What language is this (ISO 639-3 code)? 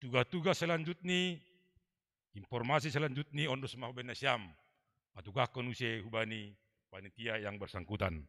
bts